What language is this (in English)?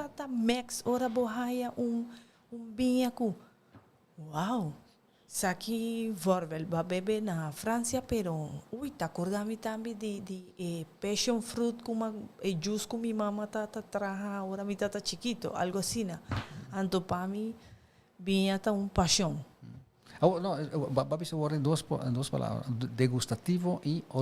Papiamento